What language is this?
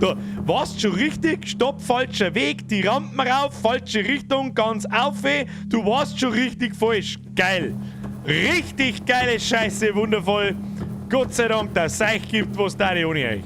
Bavarian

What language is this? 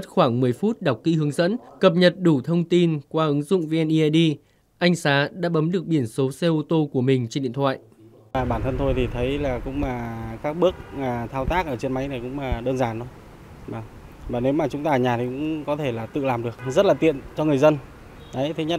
Vietnamese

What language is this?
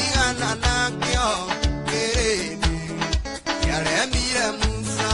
Meru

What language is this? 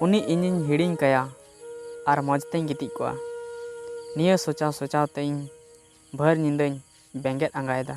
Santali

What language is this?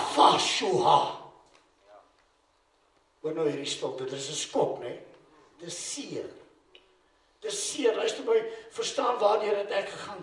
Afrikaans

